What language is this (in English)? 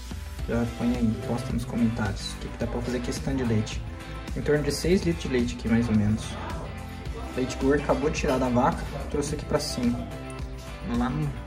Portuguese